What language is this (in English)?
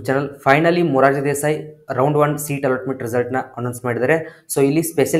Kannada